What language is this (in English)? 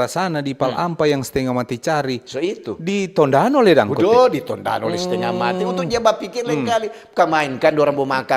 Manado Malay